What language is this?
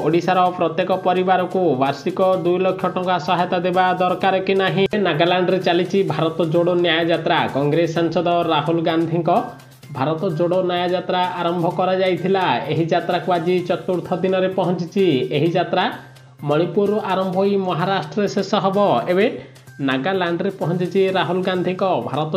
Odia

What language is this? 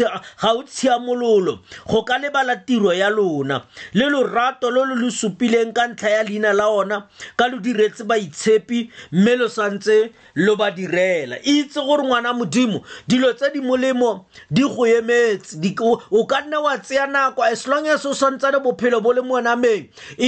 Tswana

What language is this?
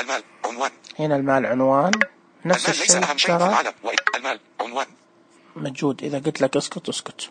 Najdi Arabic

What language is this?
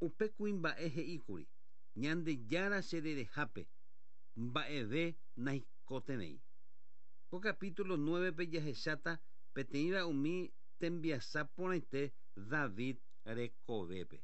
Guarani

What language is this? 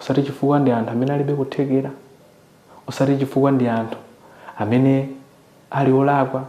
Nyanja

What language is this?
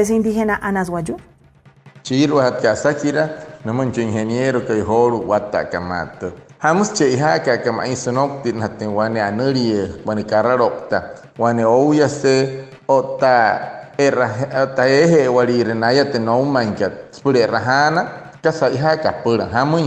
Wayuu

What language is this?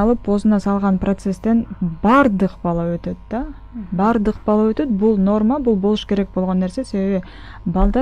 Kyrgyz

